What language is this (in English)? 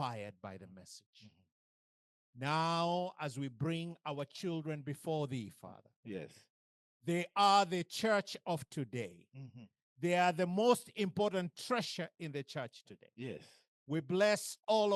English